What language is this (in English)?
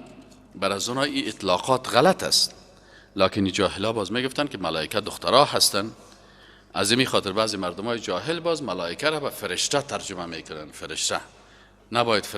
Persian